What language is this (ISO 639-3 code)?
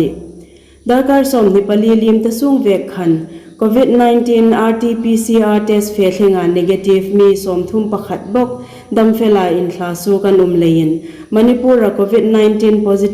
hmr